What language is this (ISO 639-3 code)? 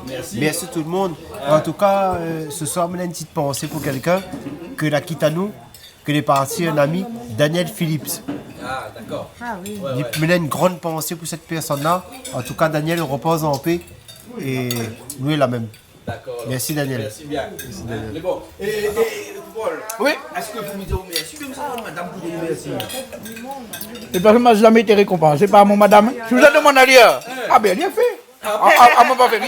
rcf